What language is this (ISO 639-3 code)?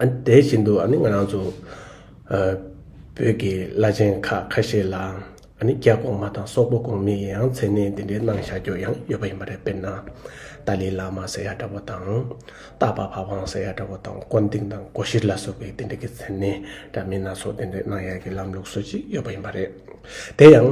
bod